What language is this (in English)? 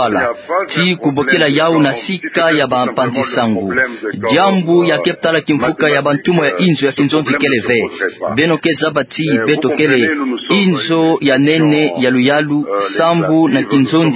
Kituba (Democratic Republic of Congo)